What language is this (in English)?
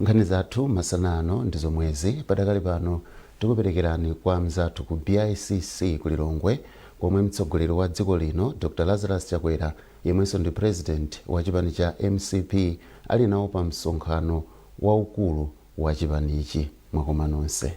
Nyanja